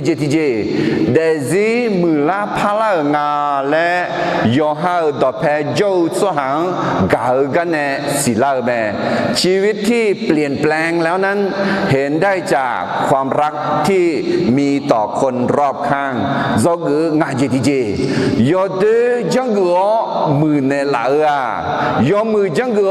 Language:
Akha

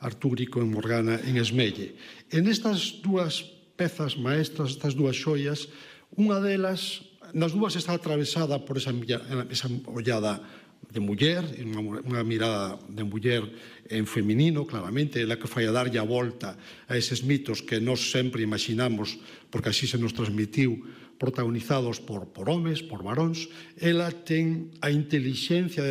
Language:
Galician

